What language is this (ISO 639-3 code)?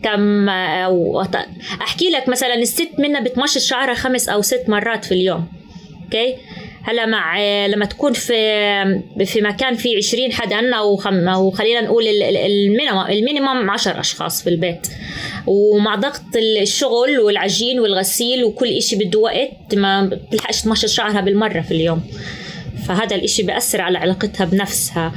apc